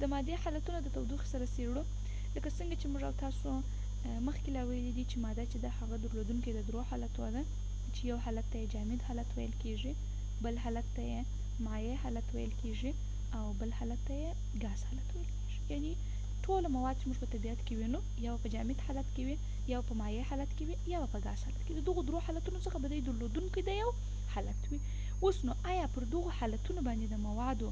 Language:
Pashto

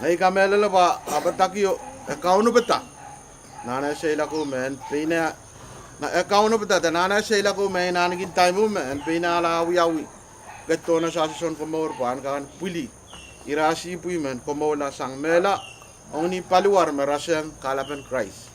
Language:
Pohnpeian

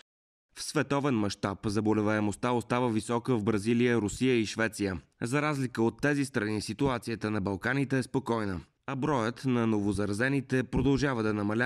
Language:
Bulgarian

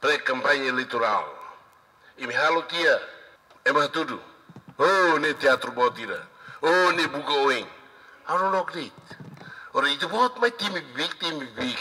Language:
Tetum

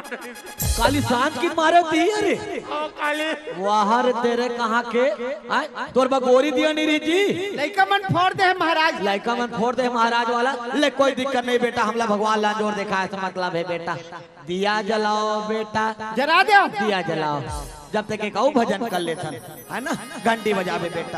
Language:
Chhattisgarhi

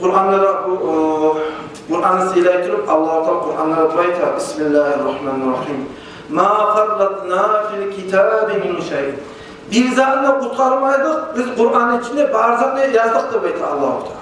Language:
Kumyk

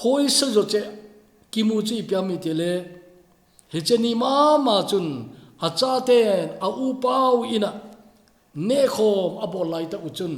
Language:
Thado Chin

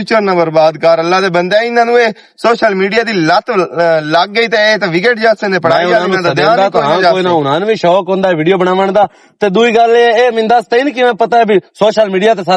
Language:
Western Panjabi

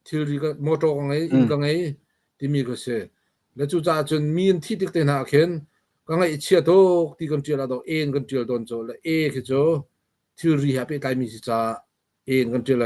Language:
Hakha Chin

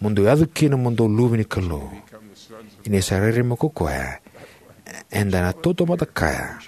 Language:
Fijian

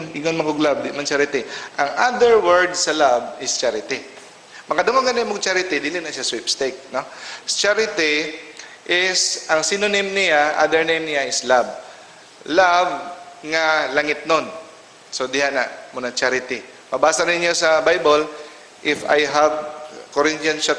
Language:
Cebuano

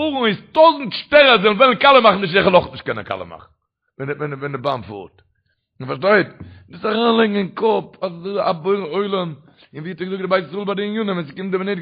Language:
Yiddish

